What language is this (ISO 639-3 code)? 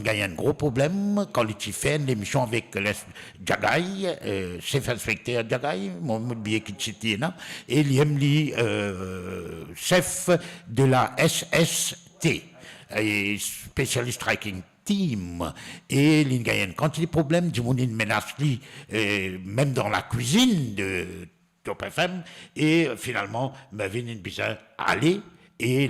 mfe